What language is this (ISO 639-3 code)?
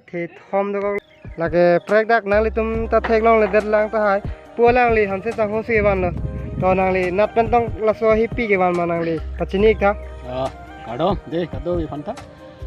mjw